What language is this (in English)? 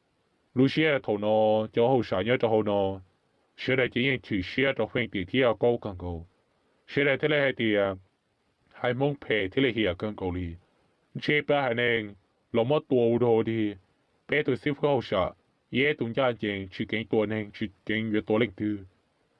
Hmong